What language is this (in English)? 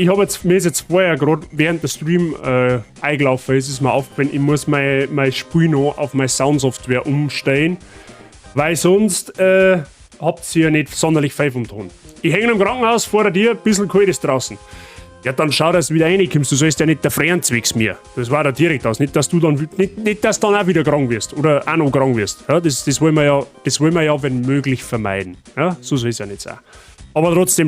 Bavarian